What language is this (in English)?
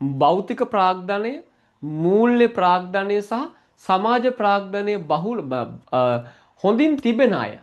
Sinhala